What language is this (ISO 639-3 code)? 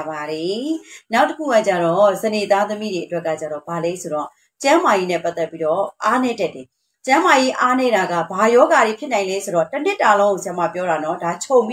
mya